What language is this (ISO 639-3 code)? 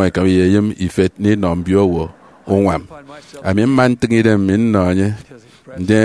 efi